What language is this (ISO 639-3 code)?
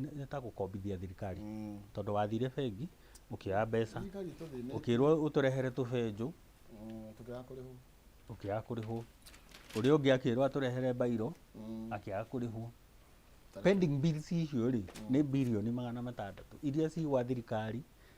kik